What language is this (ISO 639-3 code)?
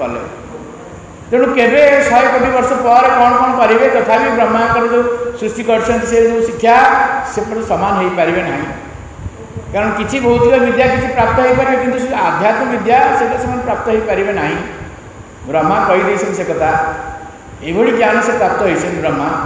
ori